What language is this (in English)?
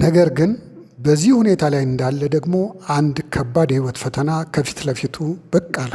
Amharic